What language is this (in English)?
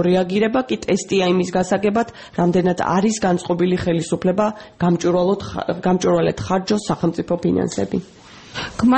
Georgian